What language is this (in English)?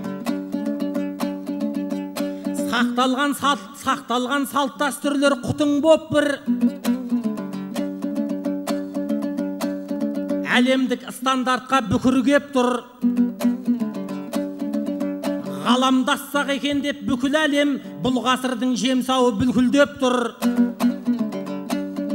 Kazakh